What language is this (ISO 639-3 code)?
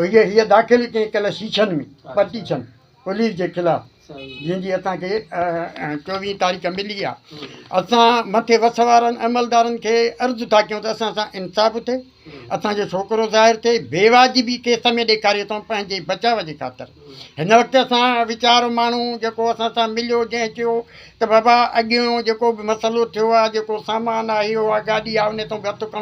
snd